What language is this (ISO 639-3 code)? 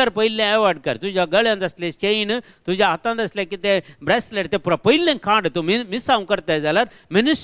kok